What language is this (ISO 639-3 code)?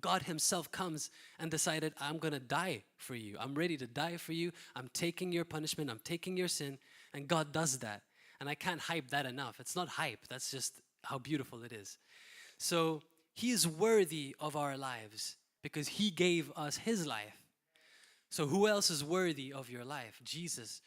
eng